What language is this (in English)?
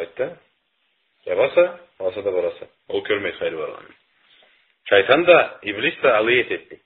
Karachay-Balkar